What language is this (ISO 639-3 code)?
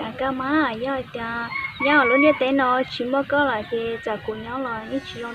hmn